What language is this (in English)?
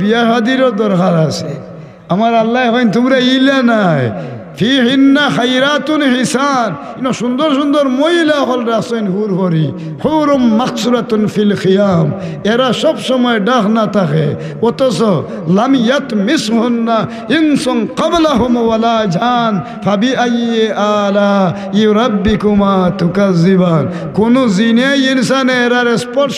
Sylheti